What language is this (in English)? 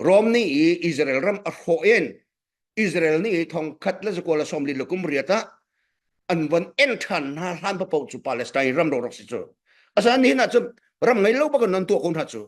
Hakha Chin